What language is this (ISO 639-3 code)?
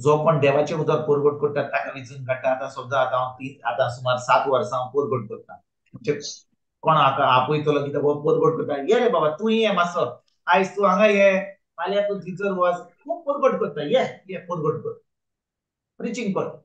kok